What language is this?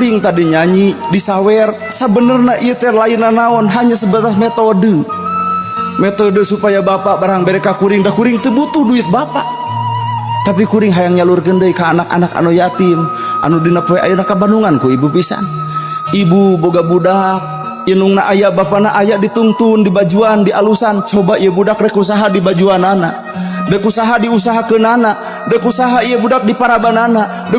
Sundanese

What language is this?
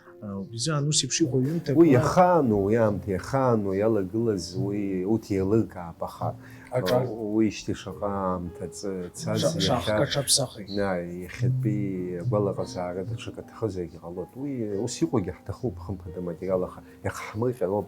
Abkhazian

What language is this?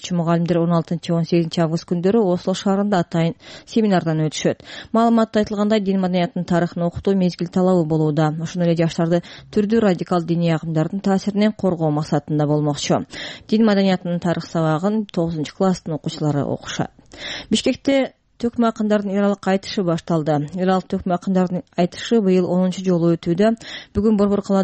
Kyrgyz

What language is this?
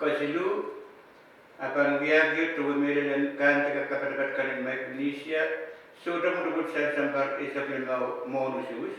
Pohnpeian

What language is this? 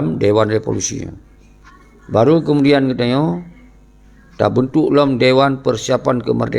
Achinese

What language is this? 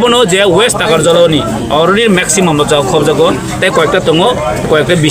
Kok Borok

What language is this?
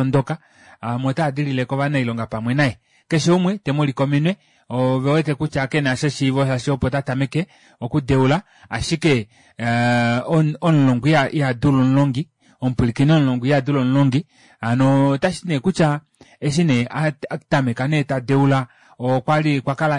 Kuanyama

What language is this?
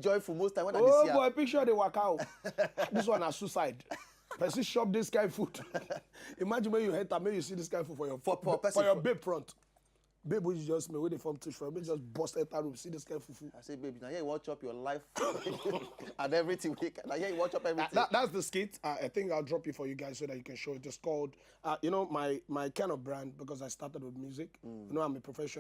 Nigerian Pidgin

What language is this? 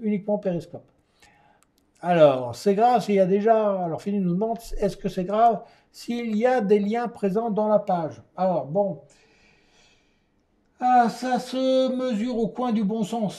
French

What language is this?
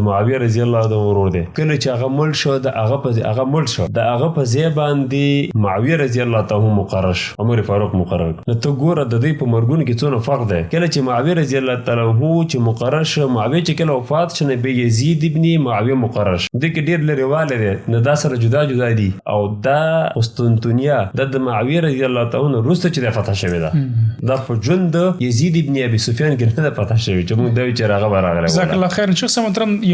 Pashto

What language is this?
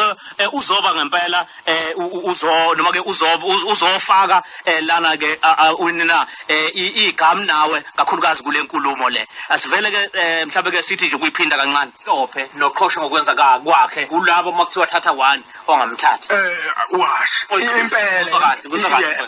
Zulu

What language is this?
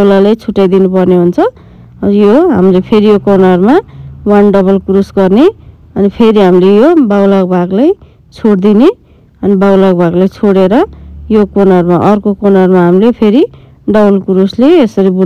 Nepali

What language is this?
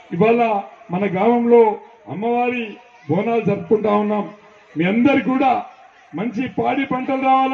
Telugu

